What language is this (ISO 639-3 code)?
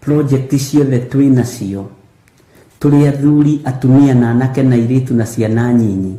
kik